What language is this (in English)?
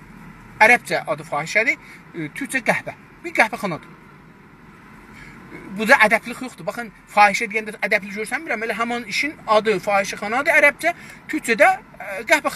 South Azerbaijani